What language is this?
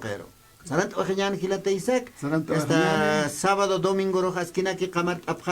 Aymara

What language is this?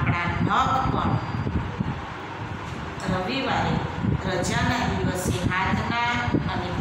Gujarati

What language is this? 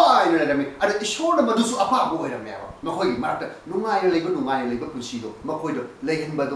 Manipuri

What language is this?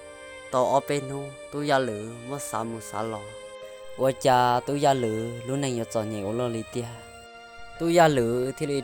Hmong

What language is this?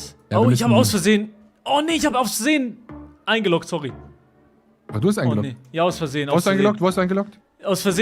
Swiss German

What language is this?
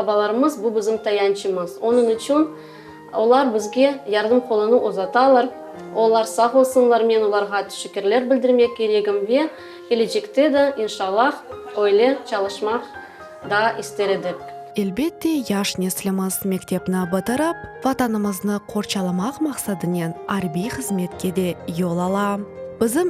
Crimean Tatar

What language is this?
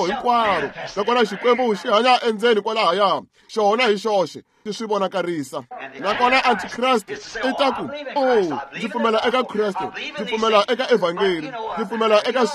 Tsonga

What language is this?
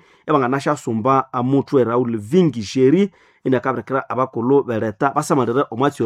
Nande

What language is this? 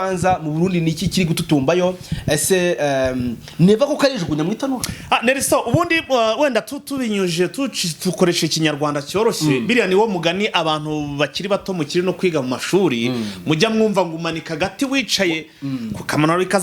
Kinyarwanda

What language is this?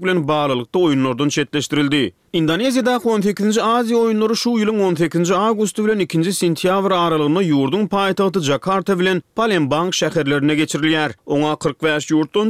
Turkmen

